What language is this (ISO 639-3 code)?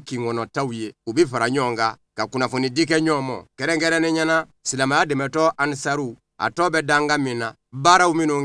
bam